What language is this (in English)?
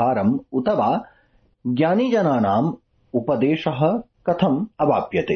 Sanskrit